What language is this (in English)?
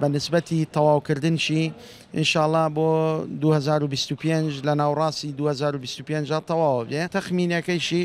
Central Kurdish